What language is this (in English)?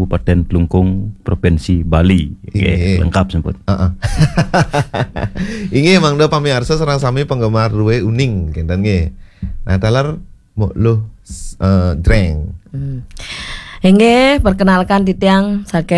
Balinese